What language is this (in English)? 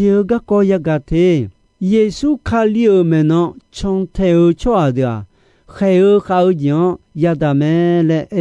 Akha